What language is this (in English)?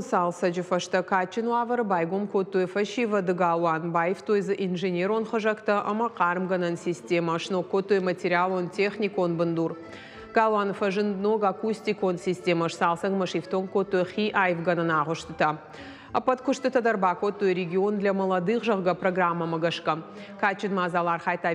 Ossetic